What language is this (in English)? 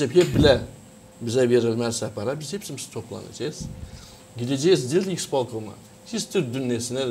Gagauz